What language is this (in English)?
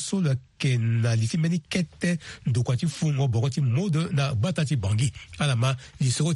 Sango